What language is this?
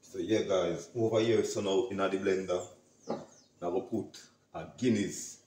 Jamaican Creole English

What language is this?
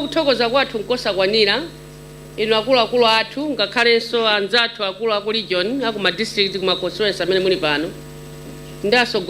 Nyanja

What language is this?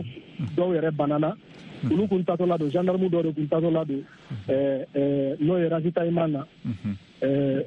Bambara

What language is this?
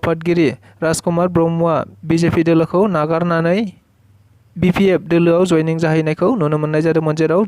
Bodo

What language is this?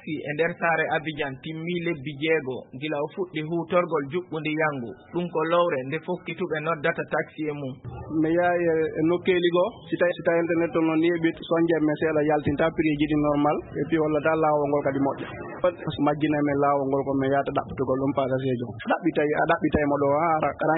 Fula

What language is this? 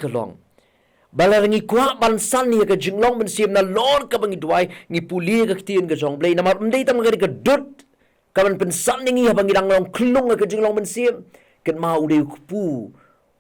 Khasi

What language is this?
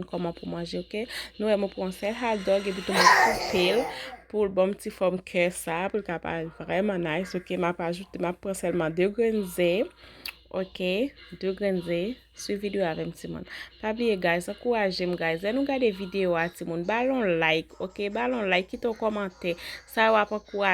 Haitian Creole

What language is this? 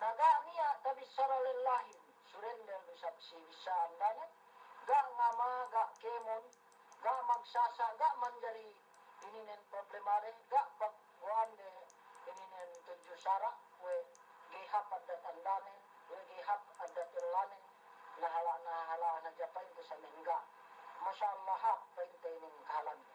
Yakan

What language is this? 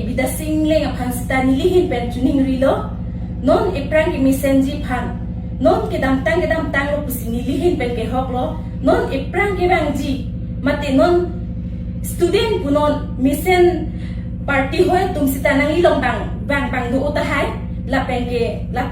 Karbi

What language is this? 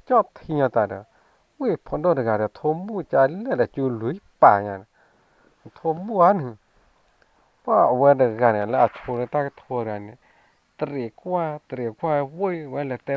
S'gaw Karen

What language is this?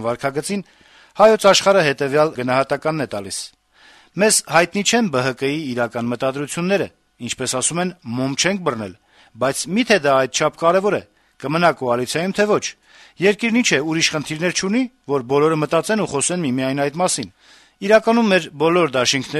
Armenian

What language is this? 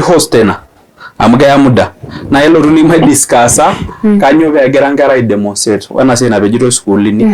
Masai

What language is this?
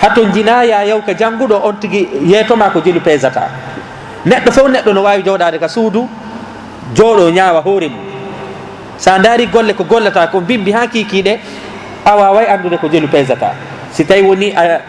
Fula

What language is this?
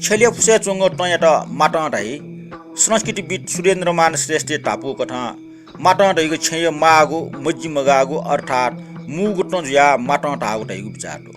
Newari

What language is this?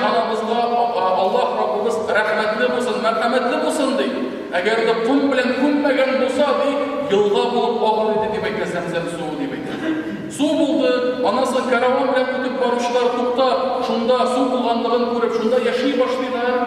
Tatar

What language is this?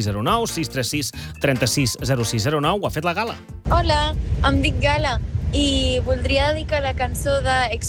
Catalan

